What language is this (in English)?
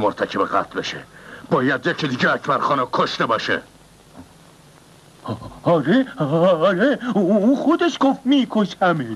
Persian